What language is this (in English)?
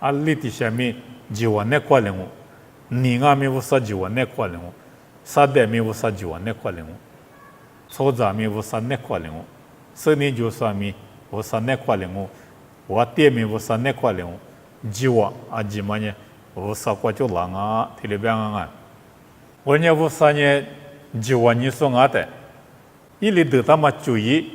Lisu